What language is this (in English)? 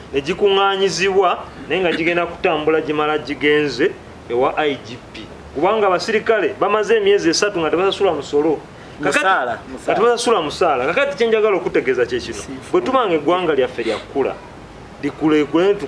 Ganda